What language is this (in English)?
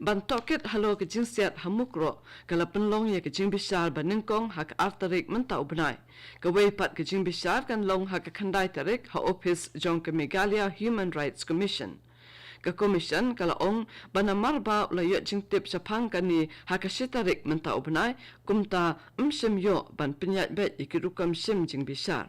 Khasi